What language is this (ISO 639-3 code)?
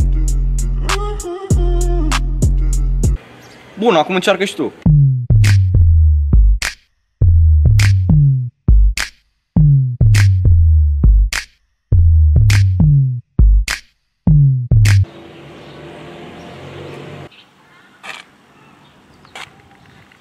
ron